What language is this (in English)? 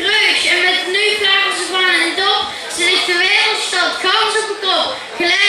Limburgish